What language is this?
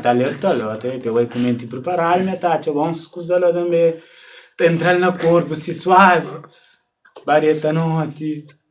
Kabuverdianu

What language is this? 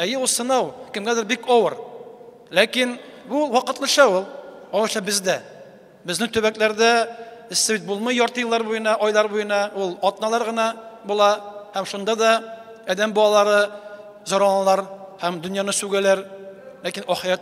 Tatar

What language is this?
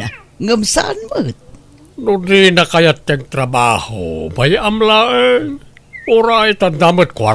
Iloko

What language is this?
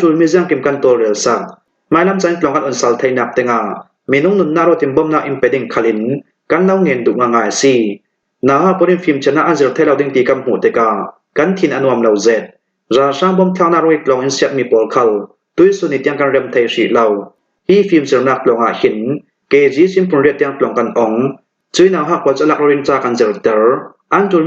Falam Chin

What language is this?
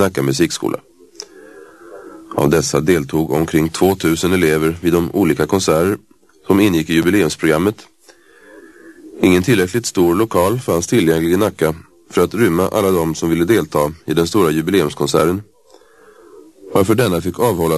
Swedish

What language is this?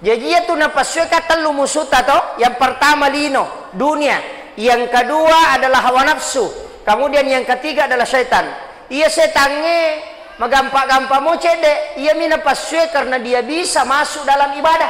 Buginese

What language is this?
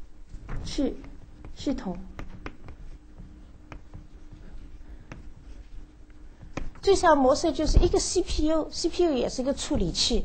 Chinese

